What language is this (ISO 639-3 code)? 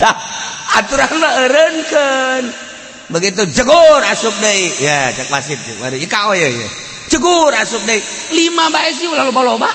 sun